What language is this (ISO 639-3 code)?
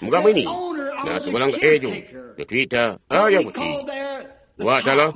toi